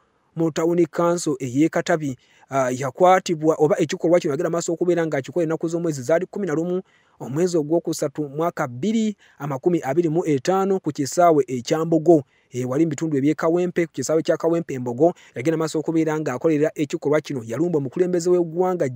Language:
Ganda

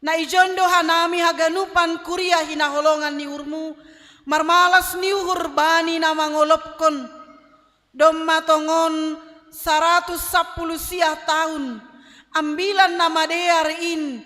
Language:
Batak Simalungun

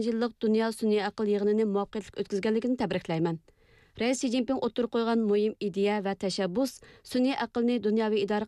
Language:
Uyghur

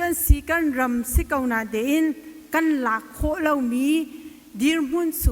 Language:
Hakha Chin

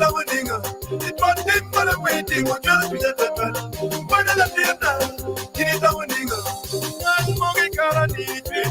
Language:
Acoli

